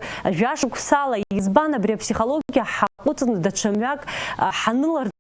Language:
Abkhazian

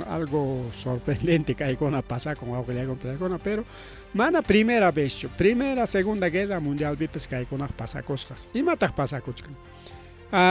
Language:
Ayacucho Quechua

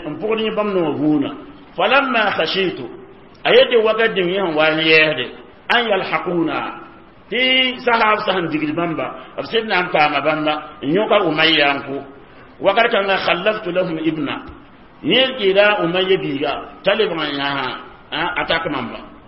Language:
Mossi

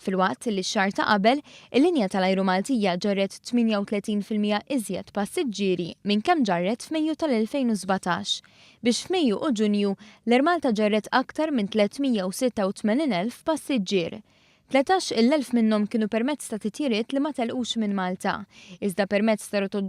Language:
Maltese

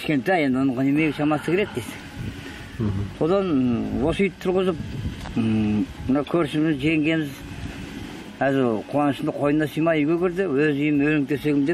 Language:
Kazakh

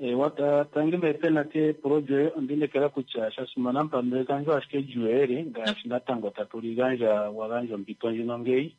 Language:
Kuanyama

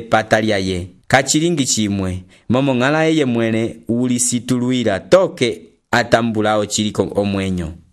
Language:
Umbundu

